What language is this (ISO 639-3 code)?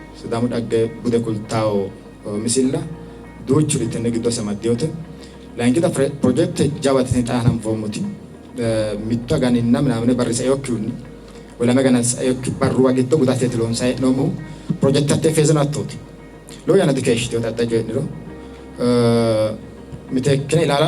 sid